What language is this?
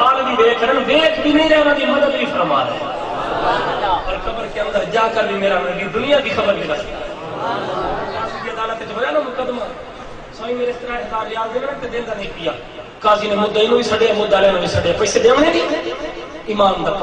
Saraiki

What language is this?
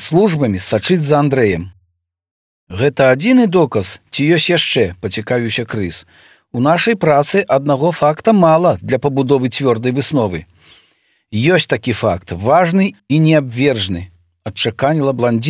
Belarusian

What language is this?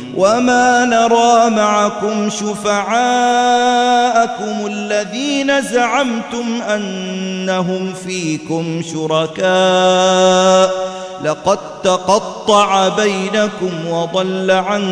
Arabic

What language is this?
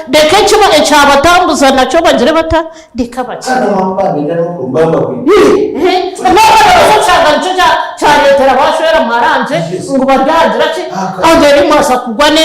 Nyankole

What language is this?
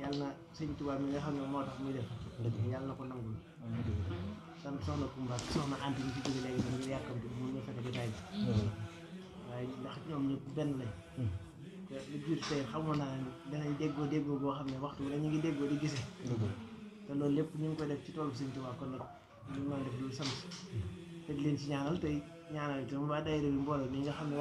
Wolof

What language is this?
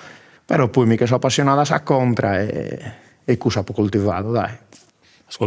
Sardinian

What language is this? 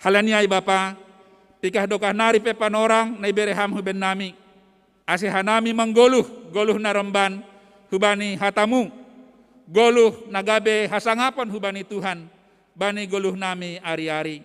Batak Simalungun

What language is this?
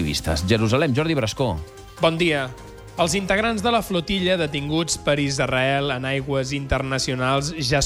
Catalan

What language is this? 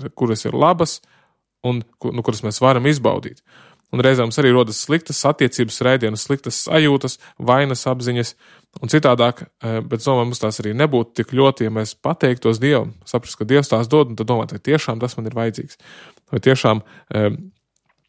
Latvian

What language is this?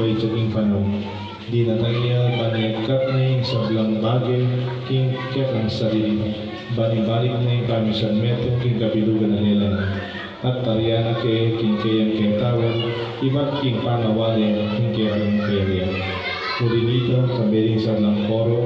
Pampanga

